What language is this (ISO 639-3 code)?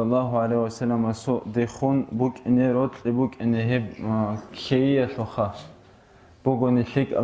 ava